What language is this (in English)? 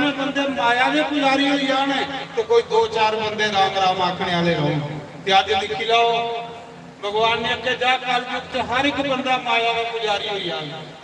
Dogri